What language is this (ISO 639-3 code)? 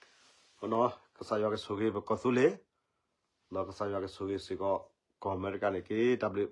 ksw